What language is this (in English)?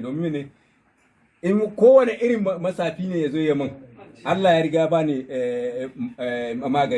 Hausa